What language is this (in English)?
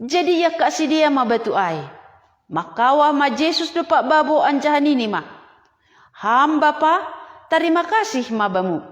Batak Simalungun